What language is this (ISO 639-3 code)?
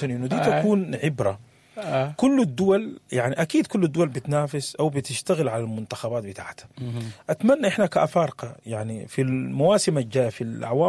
apd